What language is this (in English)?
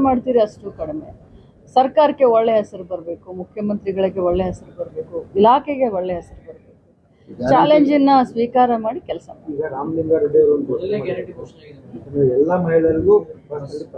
Kannada